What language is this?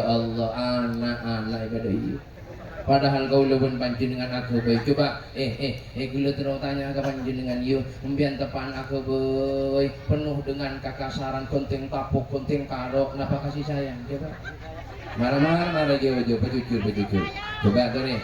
Madurese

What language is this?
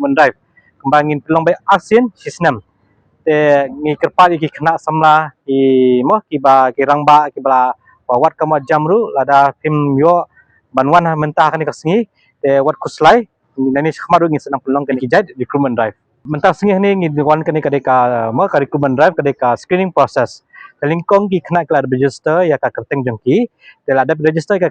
Khasi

